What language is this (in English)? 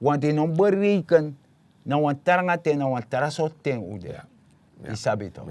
Sranan Tongo